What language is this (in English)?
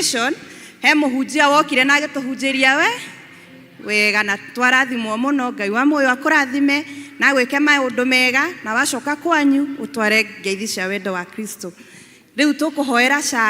Kikuyu